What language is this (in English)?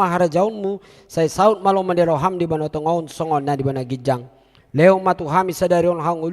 Batak Toba